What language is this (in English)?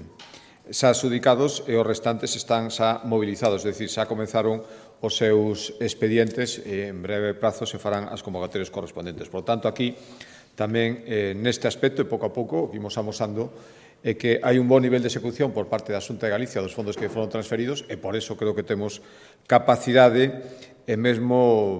Galician